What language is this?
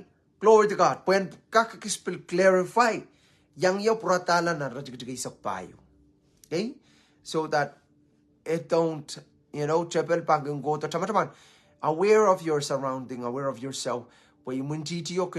Pohnpeian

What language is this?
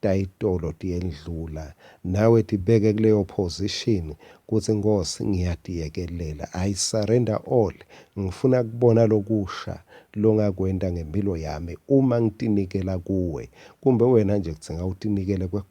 Swati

